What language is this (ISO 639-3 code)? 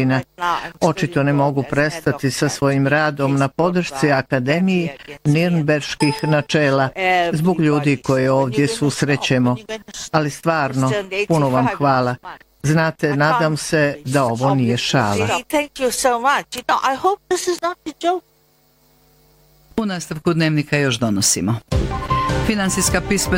bos